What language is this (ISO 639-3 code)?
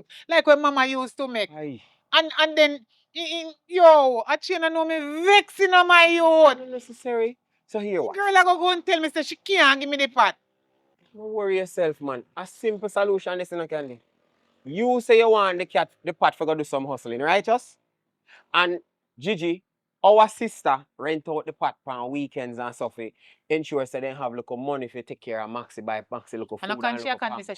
jam